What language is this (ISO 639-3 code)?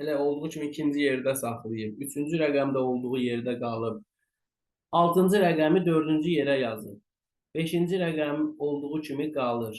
aze